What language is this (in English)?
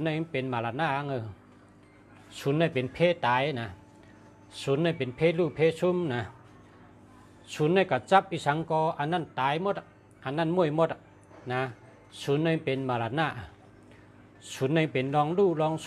Shan